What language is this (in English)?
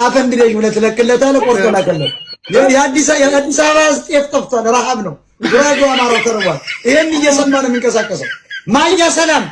Amharic